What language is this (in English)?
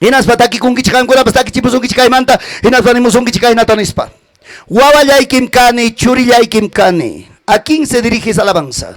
Ayacucho Quechua